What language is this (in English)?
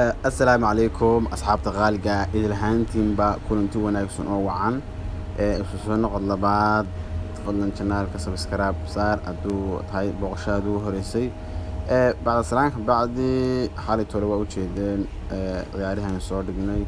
Somali